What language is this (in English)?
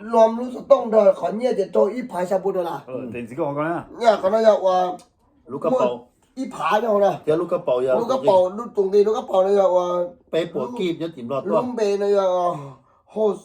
Hmong